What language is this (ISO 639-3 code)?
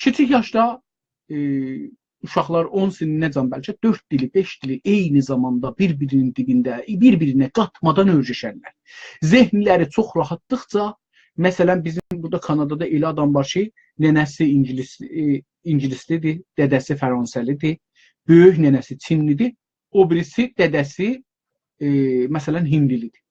azb